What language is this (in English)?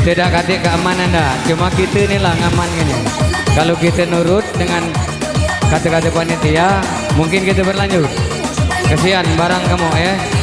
Musi